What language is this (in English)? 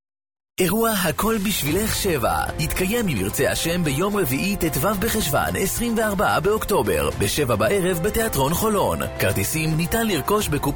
Hebrew